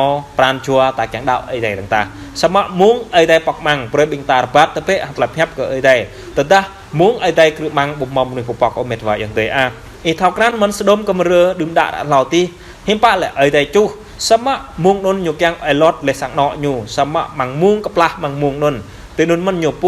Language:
Jarai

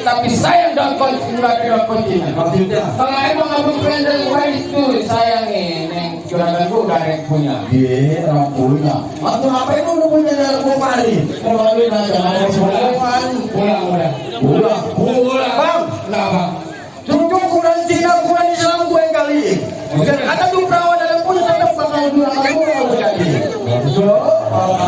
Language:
Betawi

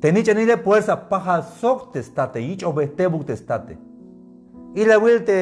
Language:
Tzeltal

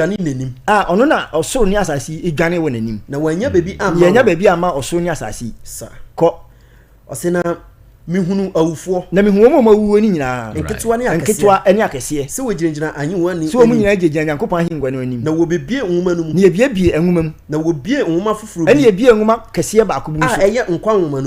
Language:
Akan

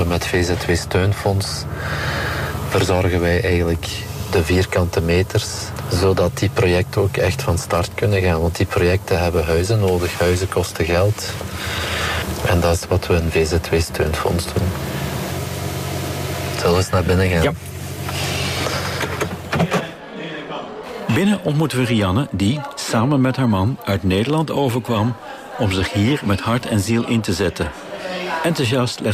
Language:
Dutch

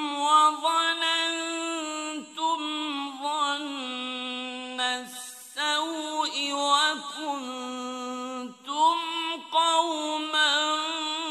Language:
Arabic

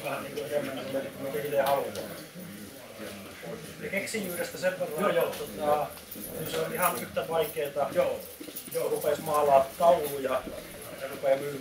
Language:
Finnish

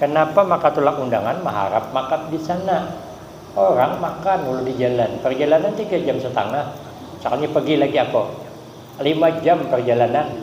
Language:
Banjar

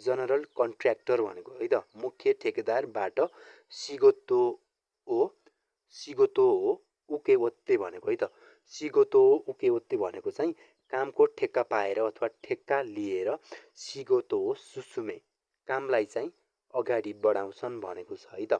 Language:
Nepali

